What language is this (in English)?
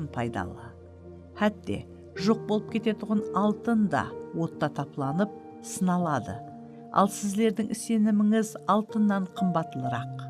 Kara-Kalpak